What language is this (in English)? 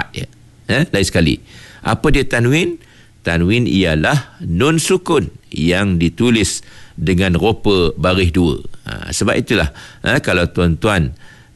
Malay